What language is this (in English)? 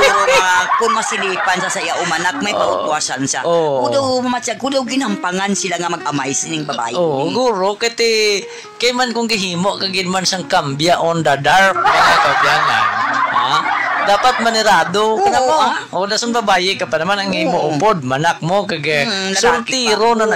Hiligaynon